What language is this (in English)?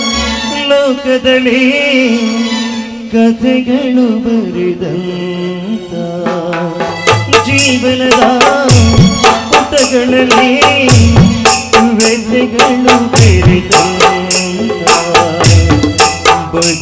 Kannada